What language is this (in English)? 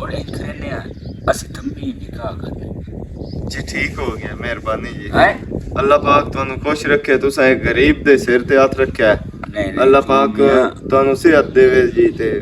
Western Panjabi